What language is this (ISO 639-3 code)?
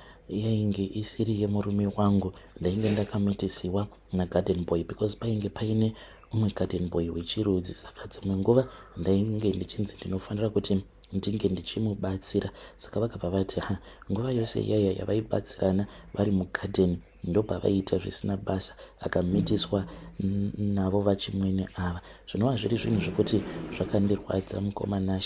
sna